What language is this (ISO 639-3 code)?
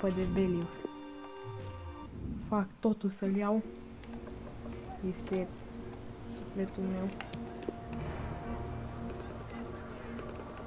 ron